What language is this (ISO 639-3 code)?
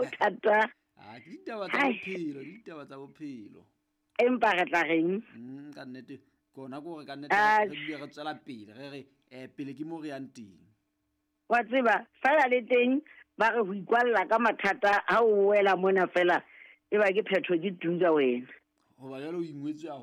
sot